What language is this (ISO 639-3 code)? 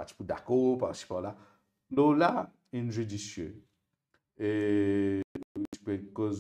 mfe